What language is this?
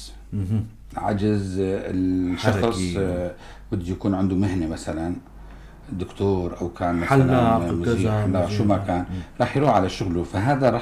North Levantine Arabic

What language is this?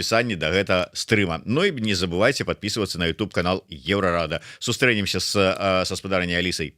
Belarusian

